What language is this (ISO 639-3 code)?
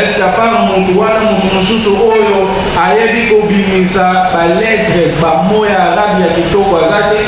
lin